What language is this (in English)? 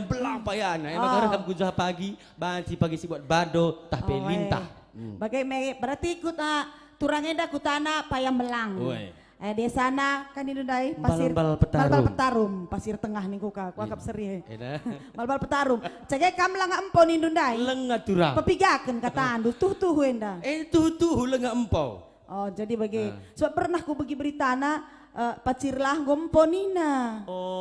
Batak Karo